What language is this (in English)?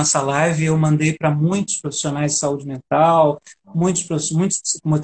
Portuguese